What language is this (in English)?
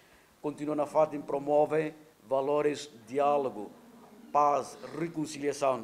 Tetum